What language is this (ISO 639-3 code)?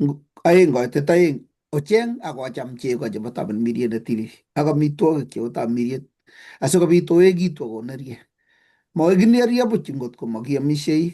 kln